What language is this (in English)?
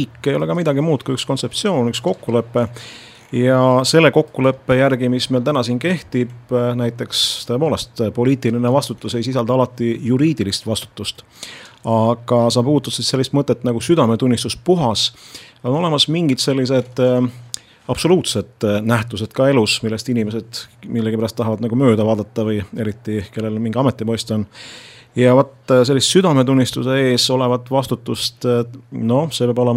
Estonian